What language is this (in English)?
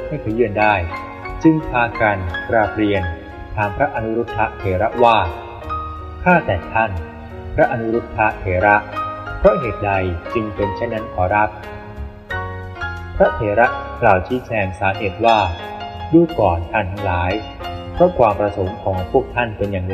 Thai